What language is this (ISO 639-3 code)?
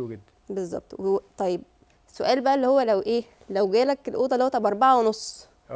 arz